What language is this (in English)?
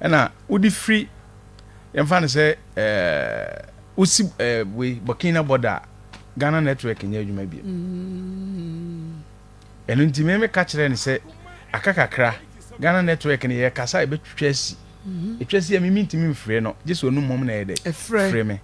Akan